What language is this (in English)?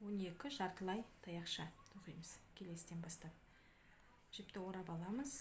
Kazakh